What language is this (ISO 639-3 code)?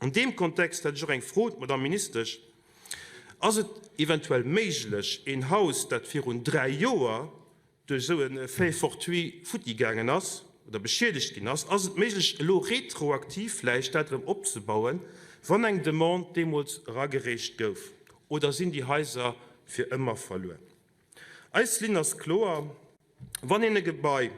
ltz